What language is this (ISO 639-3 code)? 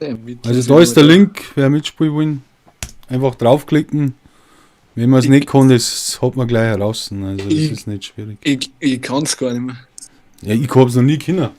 bar